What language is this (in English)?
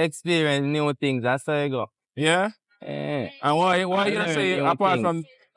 Jamaican Creole English